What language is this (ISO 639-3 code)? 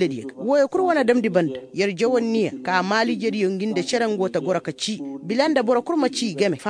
ses